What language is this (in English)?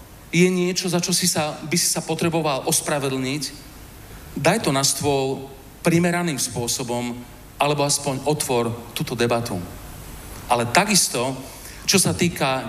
Slovak